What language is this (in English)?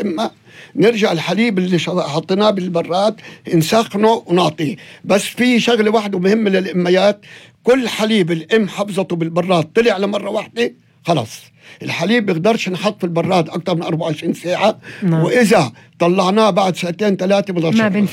North Levantine Arabic